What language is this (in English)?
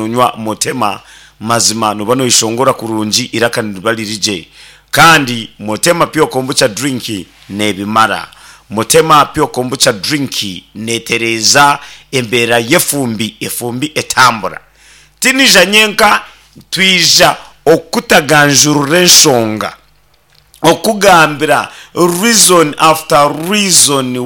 Nyankole